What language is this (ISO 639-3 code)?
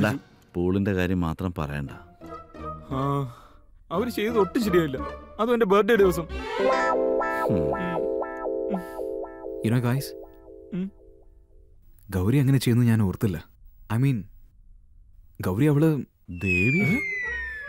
mal